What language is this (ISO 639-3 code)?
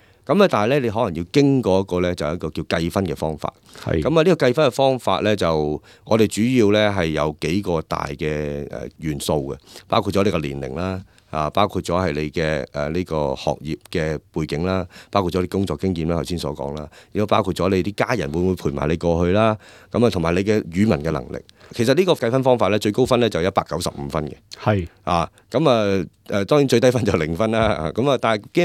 yue